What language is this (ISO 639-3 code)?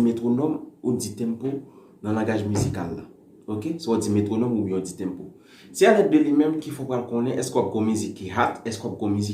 hat